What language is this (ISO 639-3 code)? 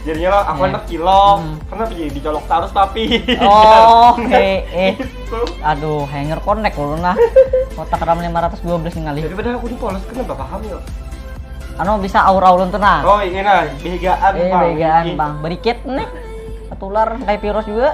bjn